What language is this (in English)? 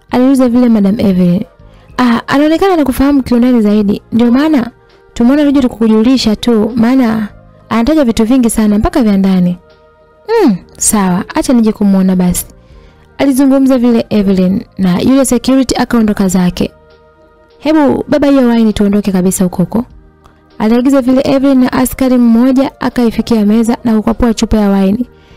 Swahili